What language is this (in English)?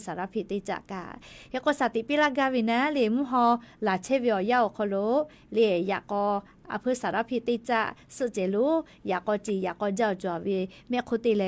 Lahu